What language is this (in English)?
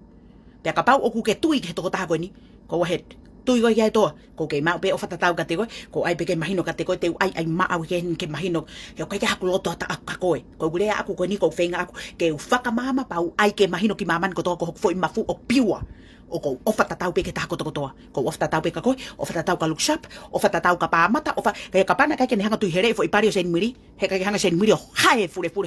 Tongan